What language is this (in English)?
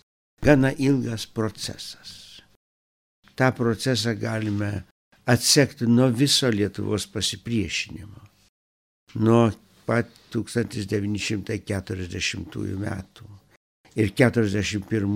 Lithuanian